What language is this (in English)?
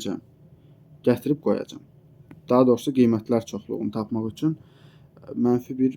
Azerbaijani